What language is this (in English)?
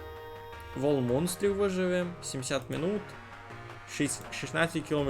Rusyn